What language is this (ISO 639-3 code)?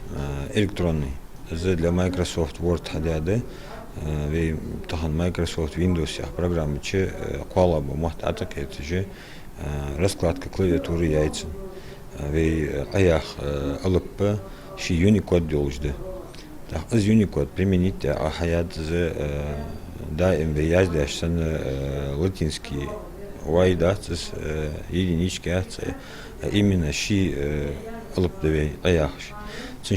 inh